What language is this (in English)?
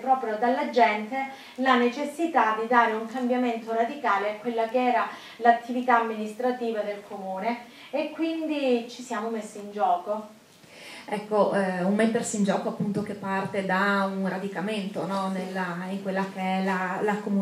Italian